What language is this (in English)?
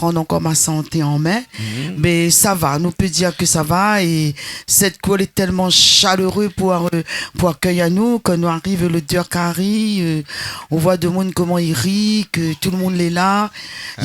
Réunion Creole French